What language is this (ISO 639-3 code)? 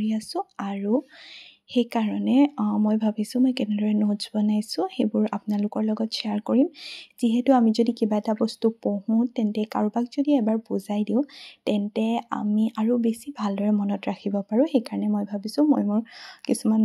asm